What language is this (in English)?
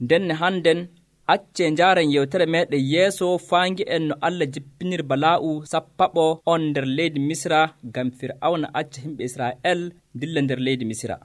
Nigerian Fulfulde